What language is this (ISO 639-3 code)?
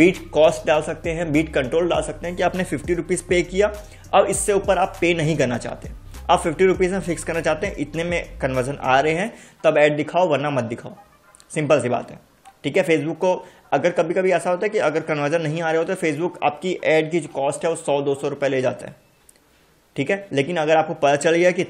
hin